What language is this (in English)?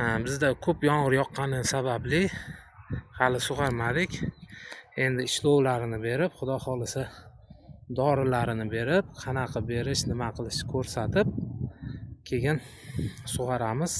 Uzbek